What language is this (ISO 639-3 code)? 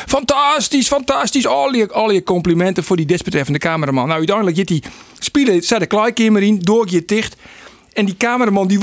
fry